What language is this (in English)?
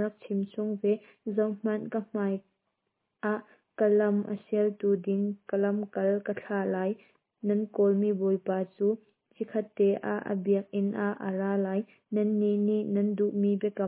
Hakha Chin